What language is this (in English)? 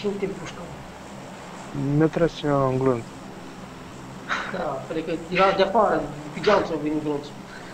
Romanian